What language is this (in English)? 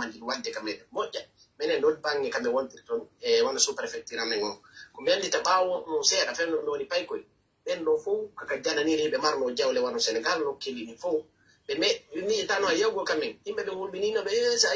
Pular